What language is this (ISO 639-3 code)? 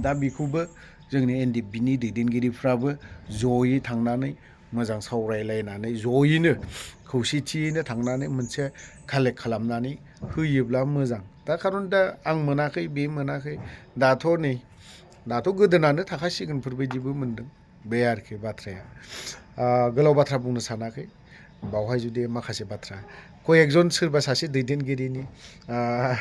brx